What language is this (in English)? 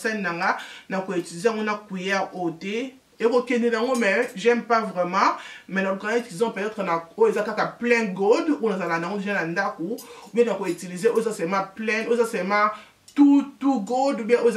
Lingala